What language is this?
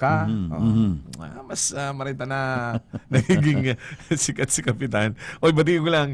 Bikol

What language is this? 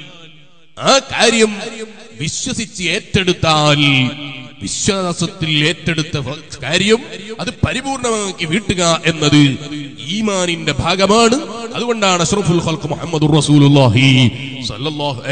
Malayalam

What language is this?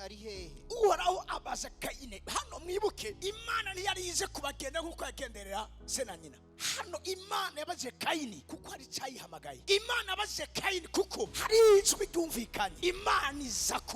Rundi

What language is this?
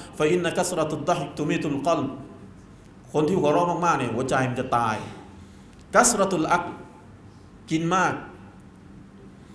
Thai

